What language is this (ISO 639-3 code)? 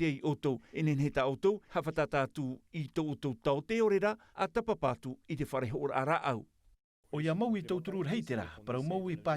tah